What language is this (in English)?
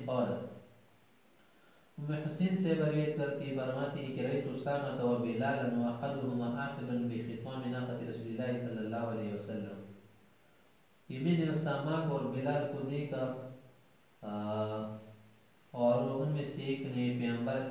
Urdu